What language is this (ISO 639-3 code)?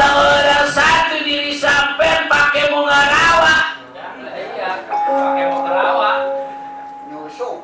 bew